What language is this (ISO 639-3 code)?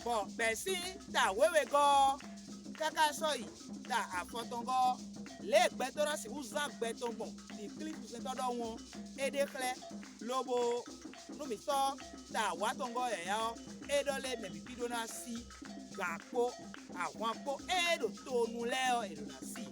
fon